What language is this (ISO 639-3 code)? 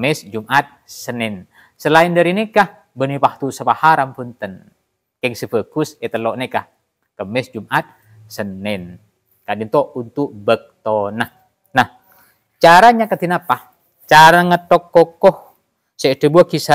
mad